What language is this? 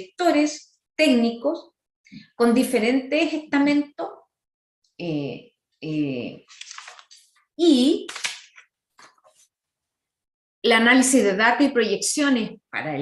Spanish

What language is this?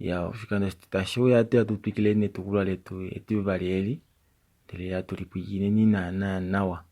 Kuanyama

